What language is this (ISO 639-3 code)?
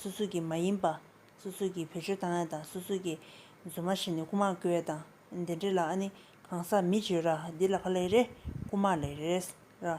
bod